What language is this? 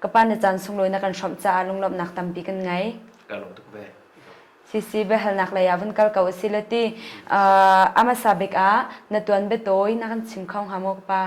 Hakha Chin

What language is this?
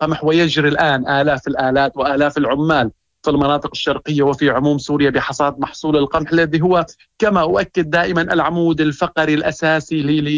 Moroccan Arabic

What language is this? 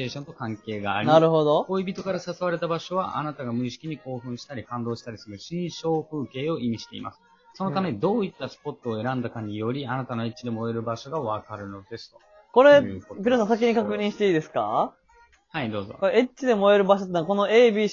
Japanese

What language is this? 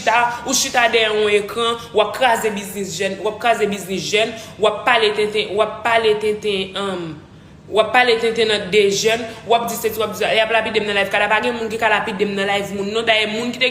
Haitian Creole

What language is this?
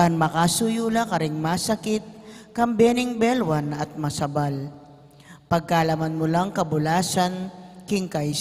Pampanga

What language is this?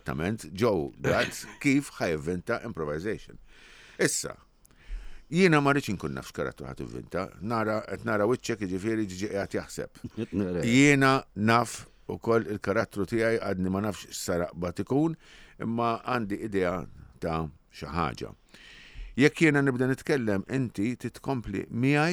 Maltese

